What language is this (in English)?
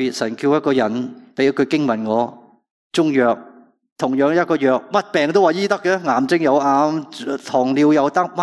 Cantonese